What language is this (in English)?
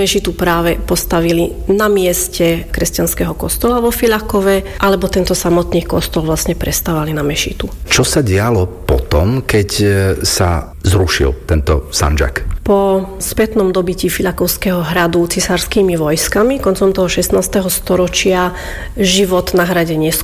Slovak